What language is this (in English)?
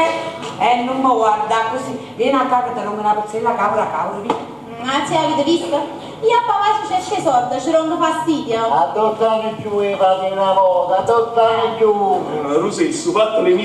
Neapolitan